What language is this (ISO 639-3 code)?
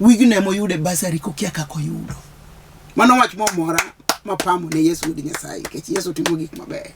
luo